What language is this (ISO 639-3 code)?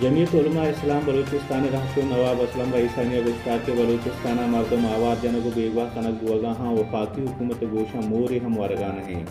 bal